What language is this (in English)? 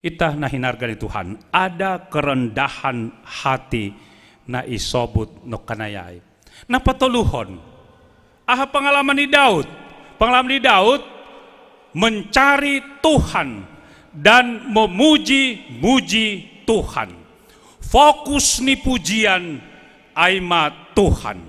Batak Simalungun